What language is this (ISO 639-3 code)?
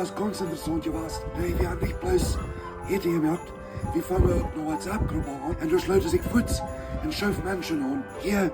pdt